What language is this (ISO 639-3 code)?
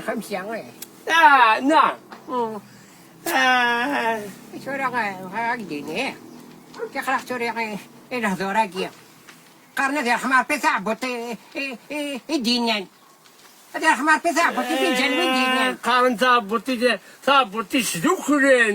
kab